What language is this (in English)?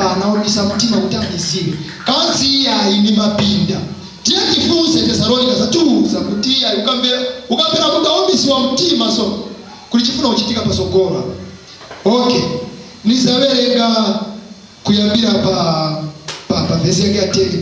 Nyanja